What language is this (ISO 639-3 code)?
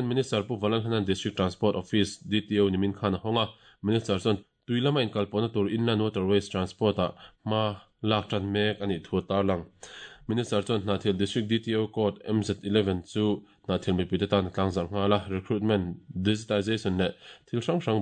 lus